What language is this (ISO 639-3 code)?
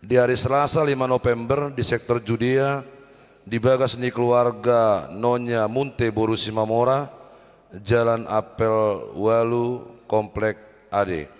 bbc